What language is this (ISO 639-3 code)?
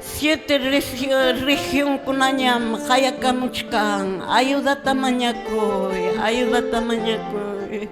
que